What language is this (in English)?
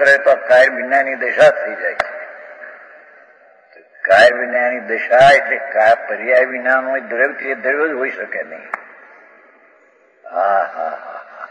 Gujarati